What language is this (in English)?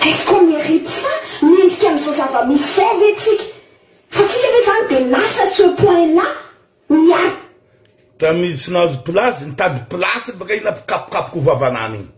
Malagasy